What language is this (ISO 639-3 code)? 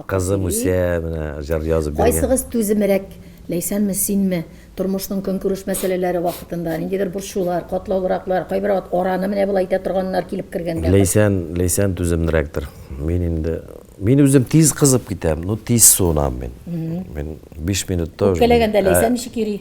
tat